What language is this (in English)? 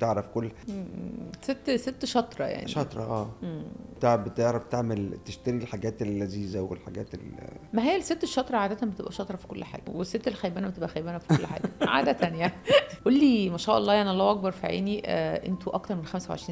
Egyptian Arabic